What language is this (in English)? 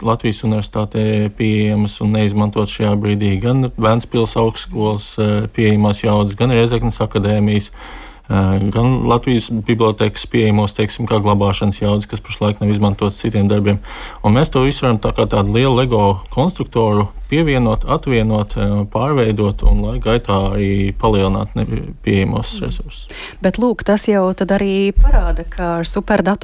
Latvian